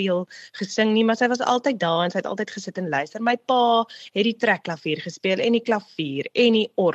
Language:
Afrikaans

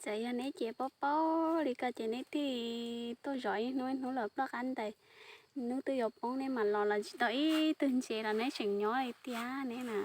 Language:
Hmong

